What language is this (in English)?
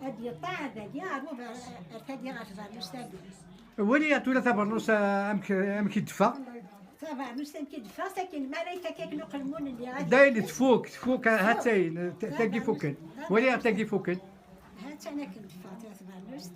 Kabyle